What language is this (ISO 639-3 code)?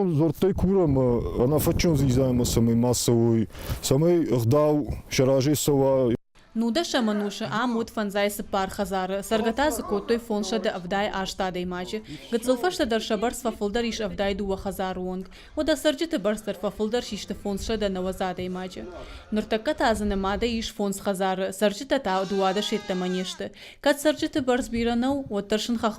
oss